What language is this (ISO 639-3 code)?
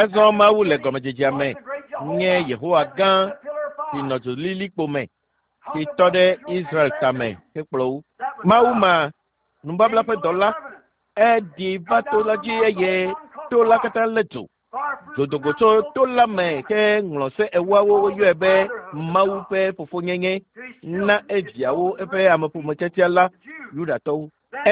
ewe